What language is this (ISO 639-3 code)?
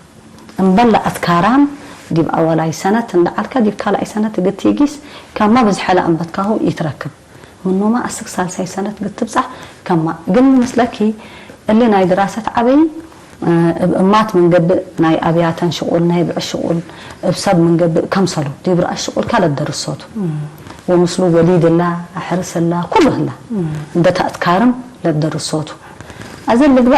tig